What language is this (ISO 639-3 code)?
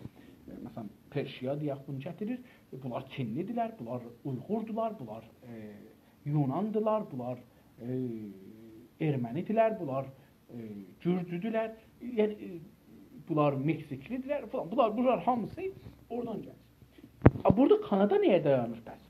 azb